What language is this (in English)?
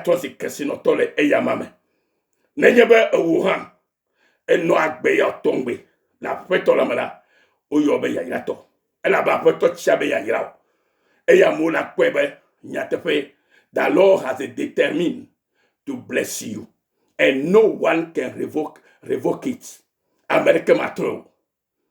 Ewe